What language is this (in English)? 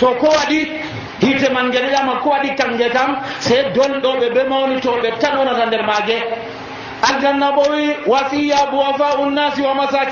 Nigerian Fulfulde